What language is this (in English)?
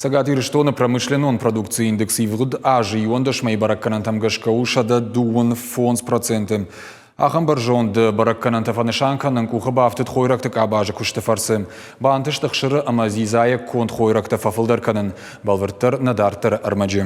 Ossetic